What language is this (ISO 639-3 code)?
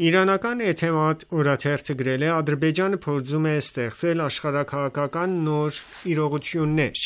hye